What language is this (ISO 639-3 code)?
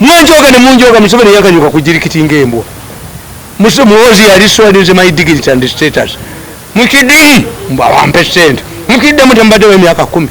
lug